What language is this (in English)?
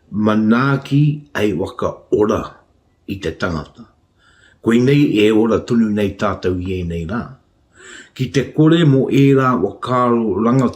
Māori